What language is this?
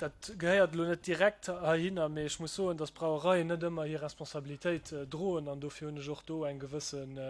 Luxembourgish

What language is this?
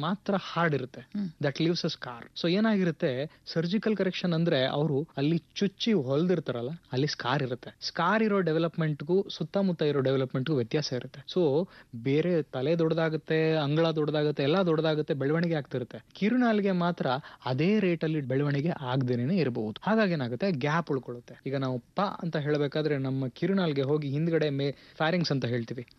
Kannada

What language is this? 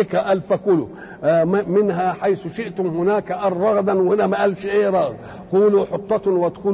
Egyptian Arabic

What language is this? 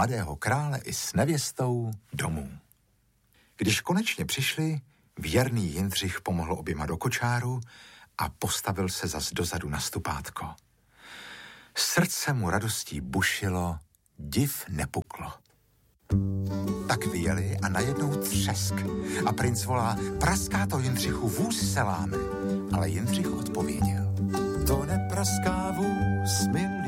Czech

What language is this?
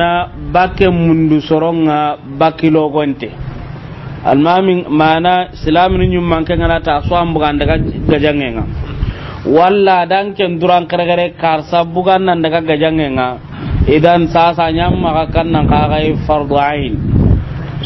Soninke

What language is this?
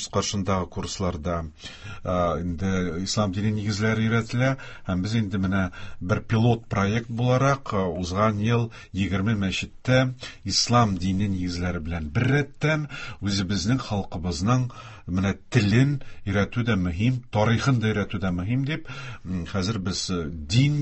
Tatar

